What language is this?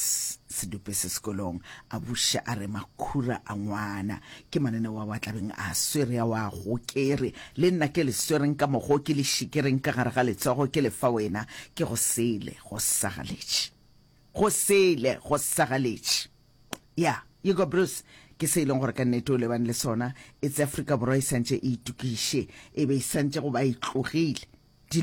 Northern Sotho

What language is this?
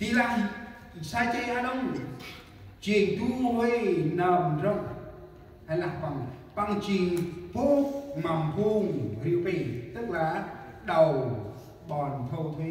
Central Mnong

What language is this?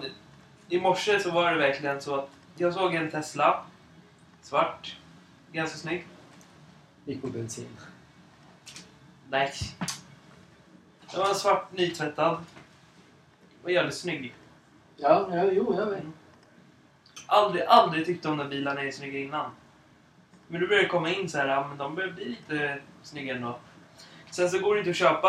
Swedish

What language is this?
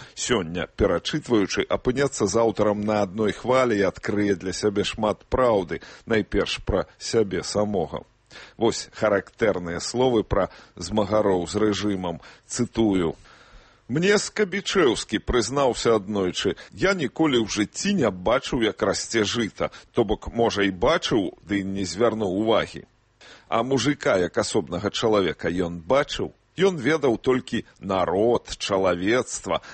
Belarusian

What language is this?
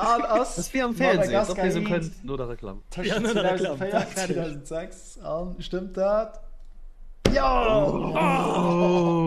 Luxembourgish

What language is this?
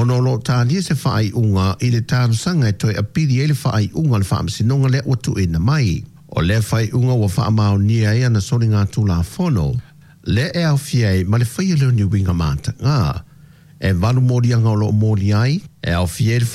Samoan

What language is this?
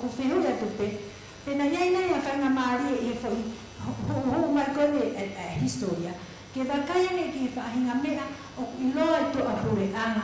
Tongan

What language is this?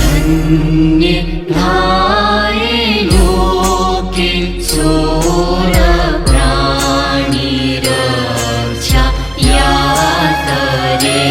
Newari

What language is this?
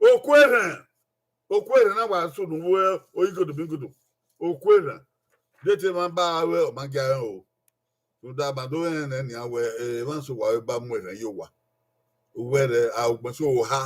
Bini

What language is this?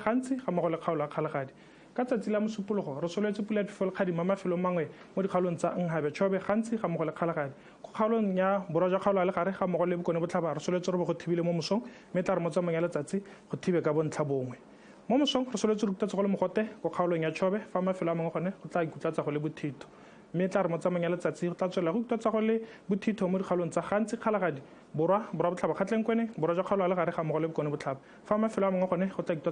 Tswana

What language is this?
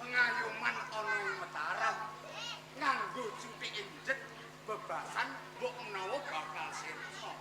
Javanese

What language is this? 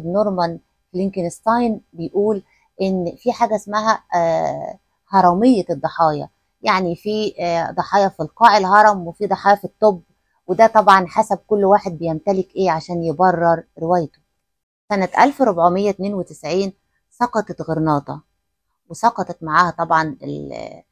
Egyptian Arabic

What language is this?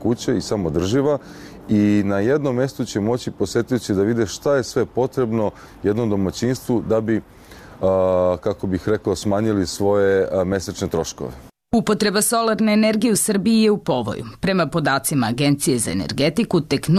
Serbian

